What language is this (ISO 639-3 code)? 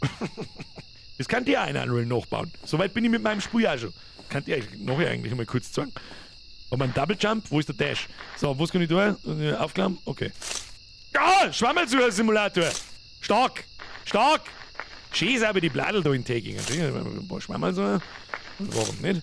bar